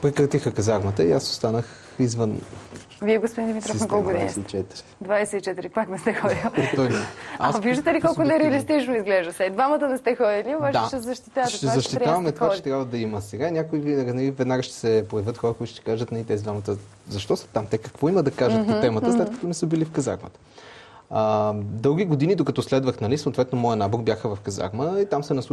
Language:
Bulgarian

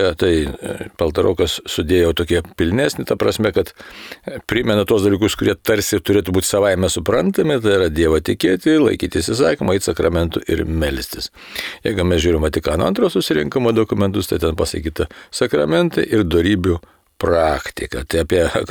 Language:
Lithuanian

